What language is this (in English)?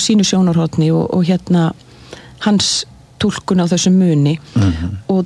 Icelandic